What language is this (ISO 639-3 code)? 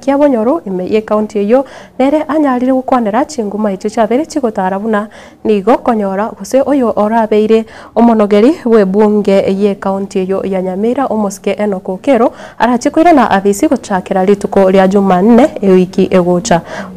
guz